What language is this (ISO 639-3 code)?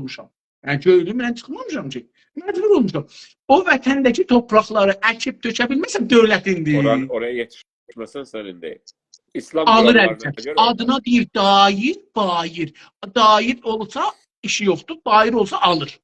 azb